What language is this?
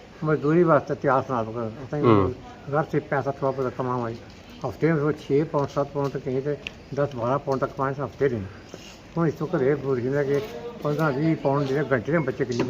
Pahari-Potwari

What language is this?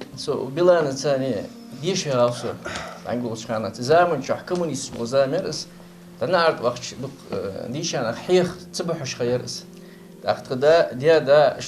Ingush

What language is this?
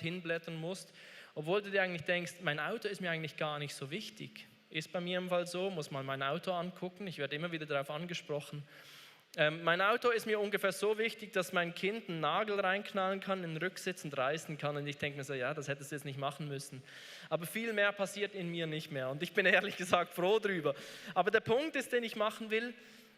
Swiss German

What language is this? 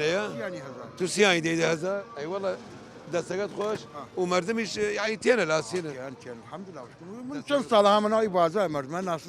Southern Kurdish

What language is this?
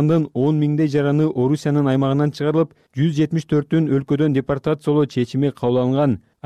Kyrgyz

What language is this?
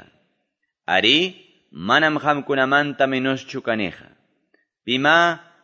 Quechua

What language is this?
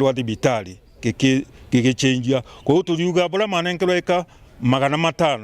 Meru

